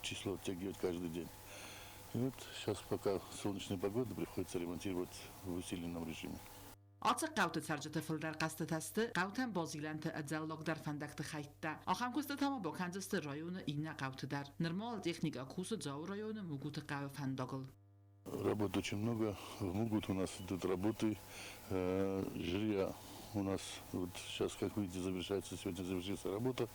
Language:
Ossetic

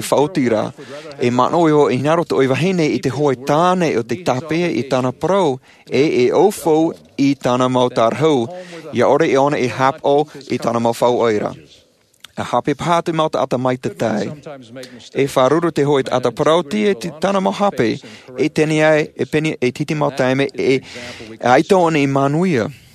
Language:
Tahitian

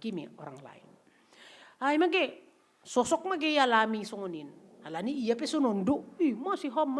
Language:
Batak Simalungun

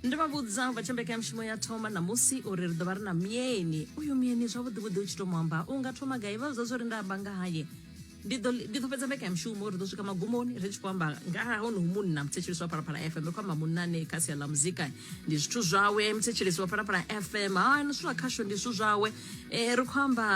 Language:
Venda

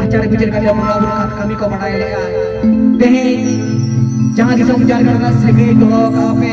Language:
Santali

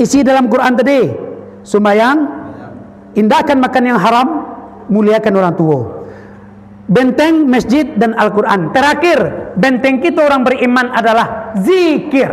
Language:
Minangkabau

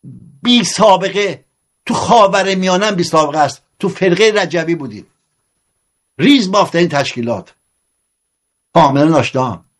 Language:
Persian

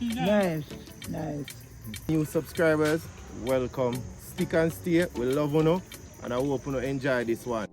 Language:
Jamaican Creole English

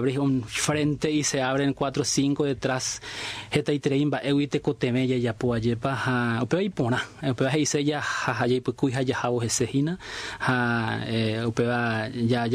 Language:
Guarani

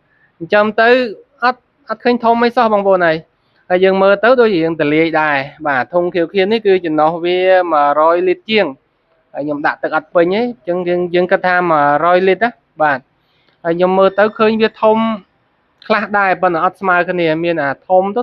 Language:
Khmer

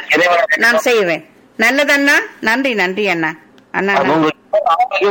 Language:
Tamil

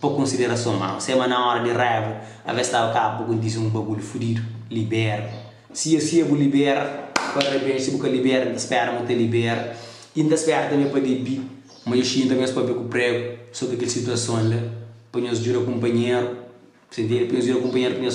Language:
Kabuverdianu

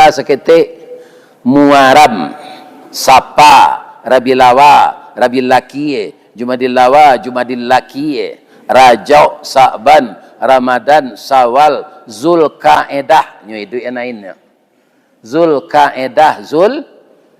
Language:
Minangkabau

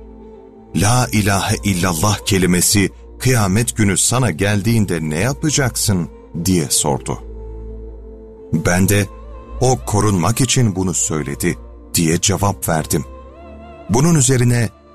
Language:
Turkish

